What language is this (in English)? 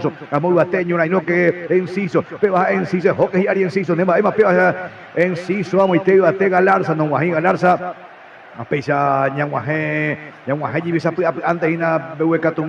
Guarani